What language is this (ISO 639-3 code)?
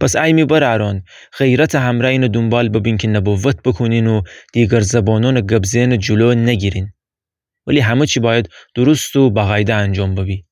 glk